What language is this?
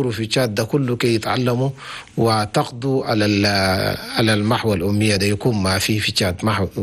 Chadian Arabic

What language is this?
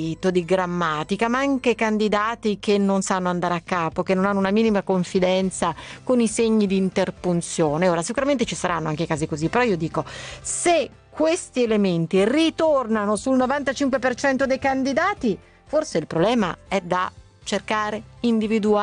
Italian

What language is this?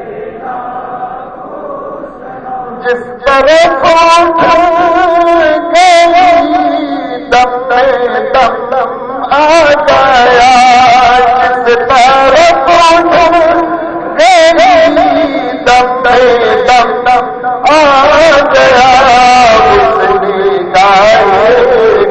Urdu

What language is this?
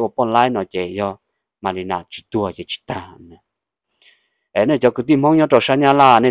Thai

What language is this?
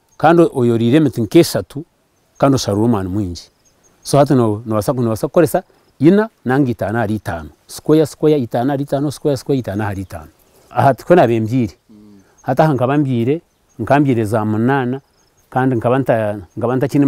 Nyankole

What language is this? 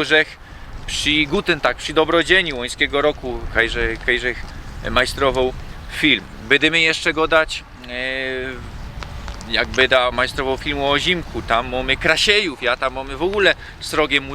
Silesian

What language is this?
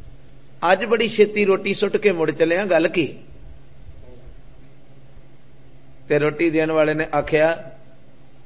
Punjabi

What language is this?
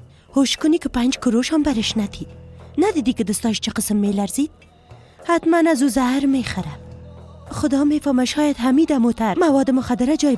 Persian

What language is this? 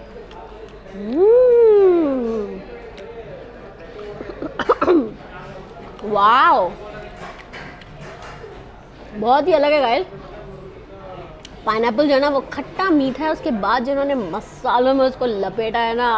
Hindi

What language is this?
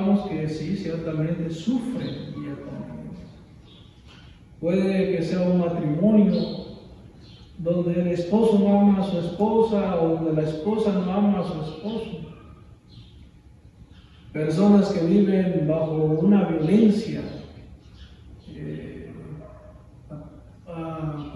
Spanish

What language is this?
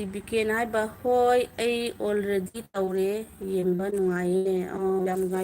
Manipuri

